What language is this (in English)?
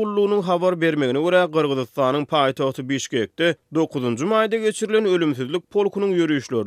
Turkmen